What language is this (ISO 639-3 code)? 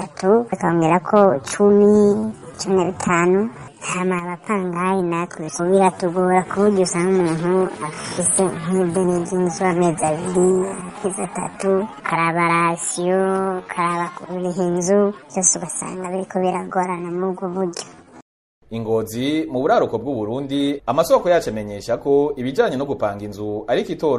run